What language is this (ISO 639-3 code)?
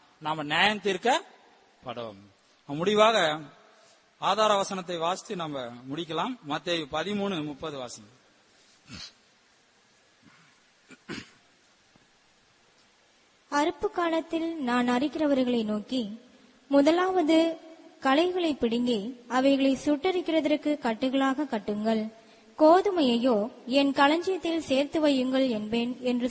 tam